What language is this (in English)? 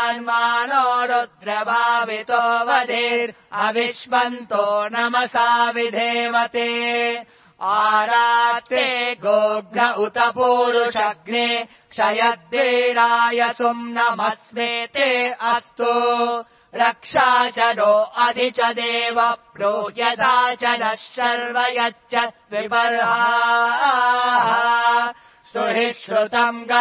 Sanskrit